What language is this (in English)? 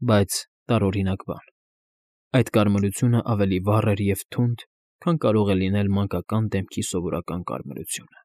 Armenian